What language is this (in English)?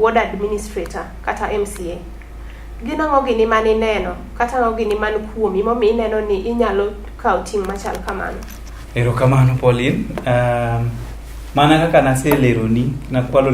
Luo (Kenya and Tanzania)